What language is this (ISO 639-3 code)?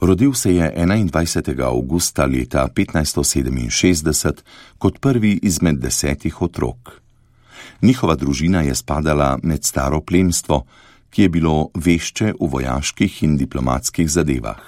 slv